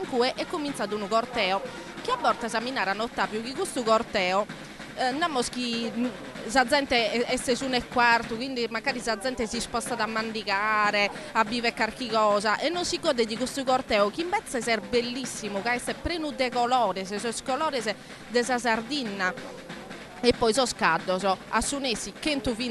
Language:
Sardinian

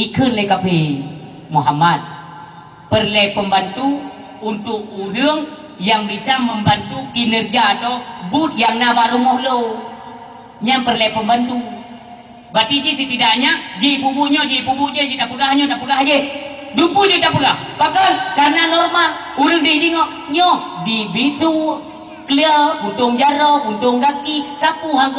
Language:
Achinese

